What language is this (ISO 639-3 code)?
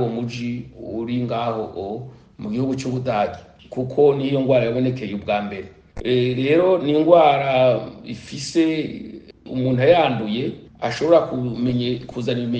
run